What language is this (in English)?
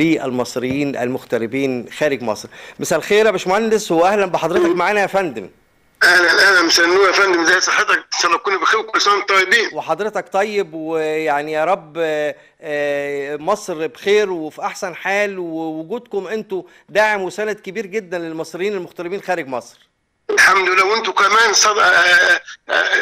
Egyptian Arabic